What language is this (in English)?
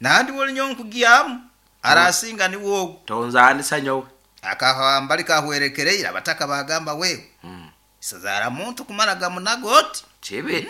Nyankole